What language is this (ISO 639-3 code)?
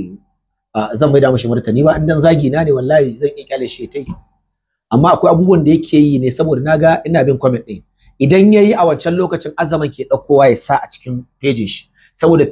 hau